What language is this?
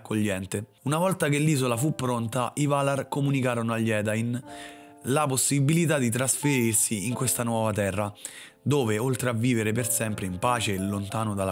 Italian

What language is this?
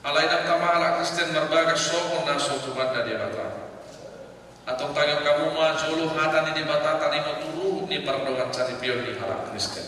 Batak Toba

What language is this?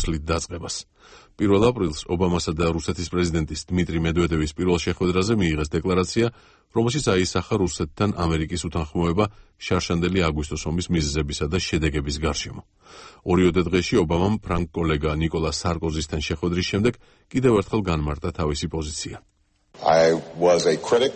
Georgian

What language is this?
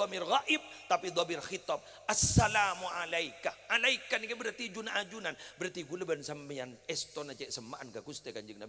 Madurese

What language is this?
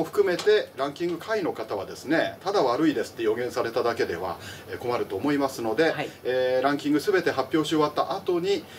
Japanese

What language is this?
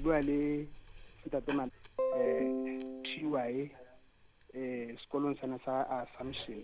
Southern Sotho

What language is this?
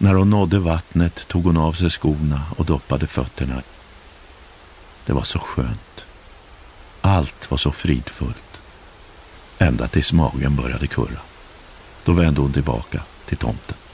Swedish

